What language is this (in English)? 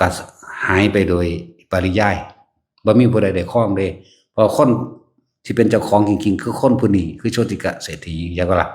Northeastern Thai